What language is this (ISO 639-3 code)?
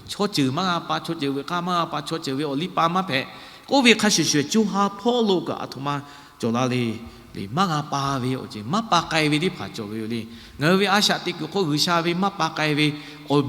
lhu